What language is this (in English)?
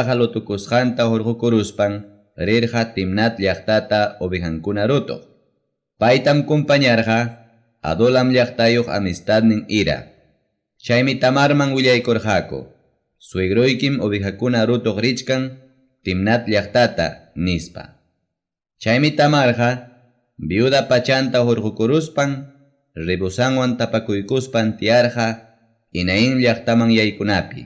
Ayacucho Quechua